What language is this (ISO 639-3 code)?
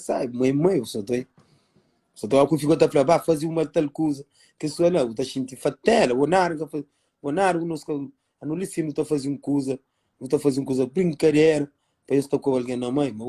kea